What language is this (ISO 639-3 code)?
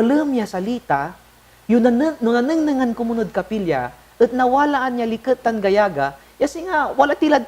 pag